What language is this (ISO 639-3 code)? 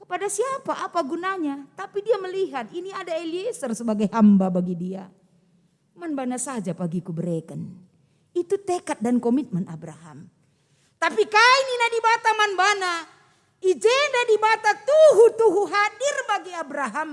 btx